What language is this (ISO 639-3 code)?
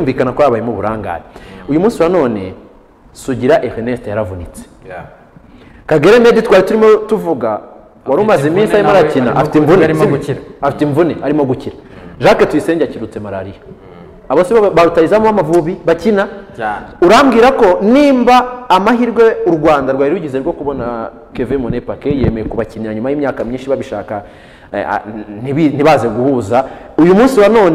kin